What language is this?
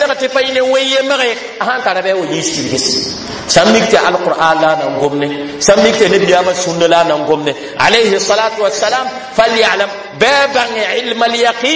Mossi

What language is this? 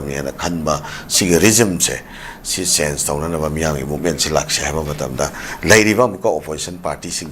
Manipuri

